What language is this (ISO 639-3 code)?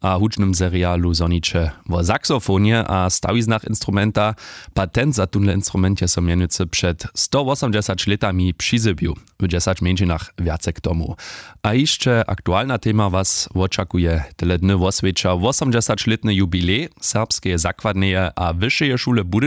hsb